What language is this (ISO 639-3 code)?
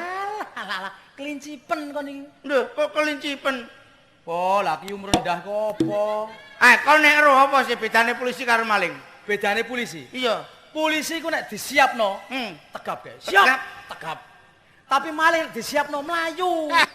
jav